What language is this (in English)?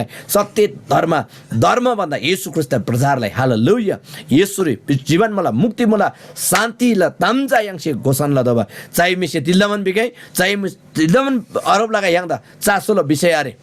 Eastern Tamang